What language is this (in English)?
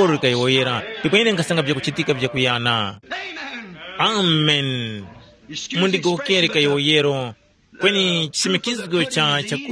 Tumbuka